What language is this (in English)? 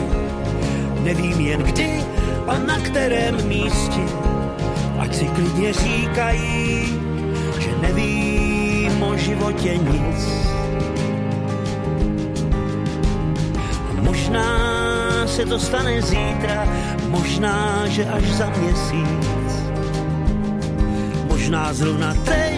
Czech